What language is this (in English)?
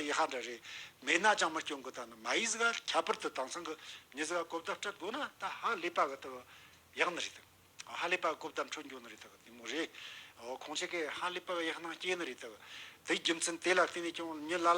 Tibetan